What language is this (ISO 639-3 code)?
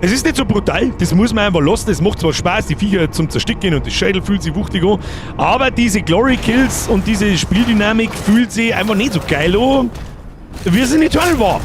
bar